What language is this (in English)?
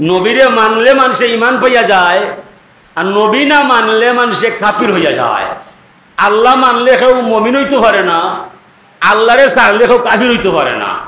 Sylheti